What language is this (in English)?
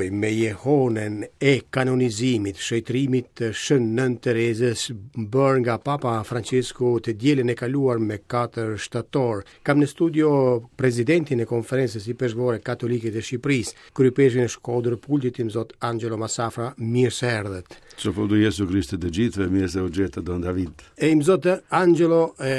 Albanian